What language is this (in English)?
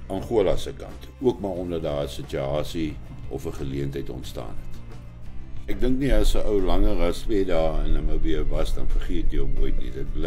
Afrikaans